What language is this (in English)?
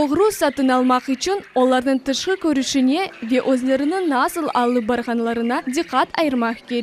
Crimean Tatar